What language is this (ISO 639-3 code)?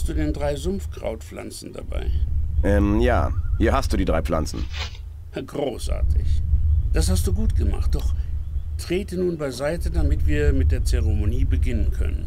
bar